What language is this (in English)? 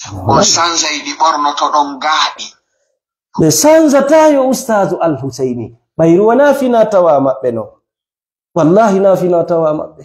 Fula